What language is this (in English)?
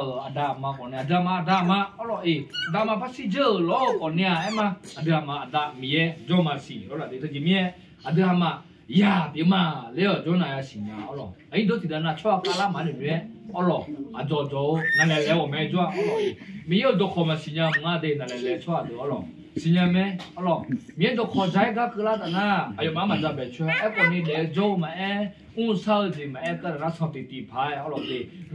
Akha